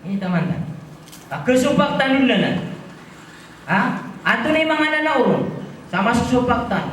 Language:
Maranao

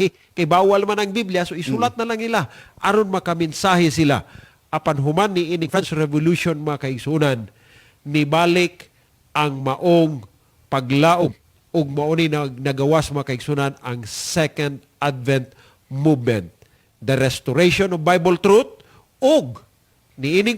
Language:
Cebuano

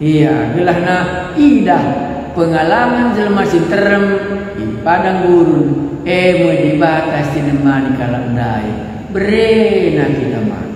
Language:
Batak Karo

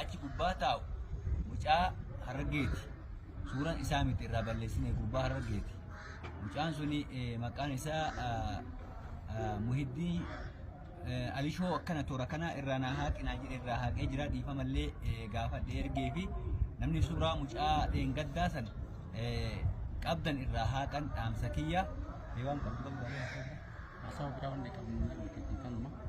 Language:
Oromo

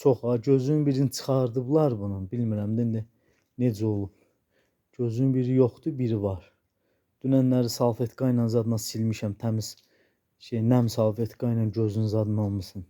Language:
Azerbaijani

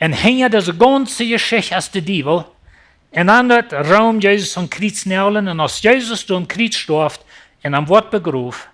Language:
Plautdietsch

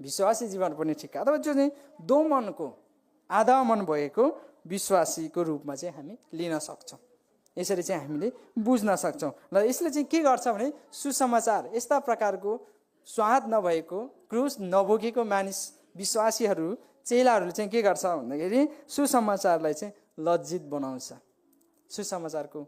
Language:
Nepali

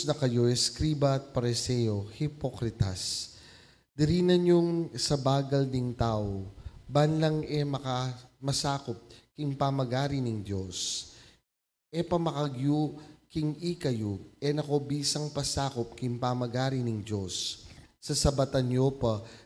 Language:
Pampanga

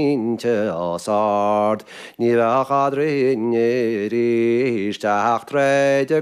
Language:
Irish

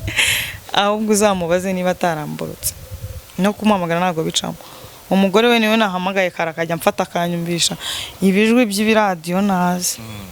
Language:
Kinyarwanda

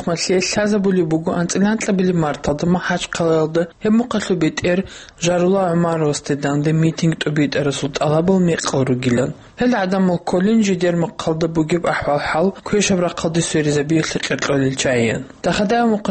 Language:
Avaric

